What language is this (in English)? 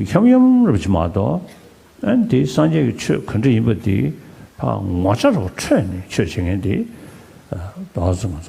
Tibetan